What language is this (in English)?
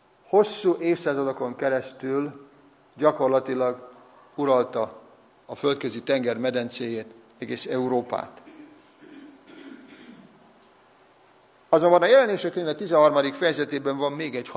Hungarian